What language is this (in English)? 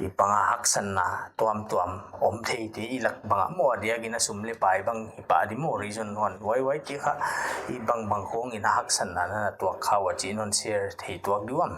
Paite Chin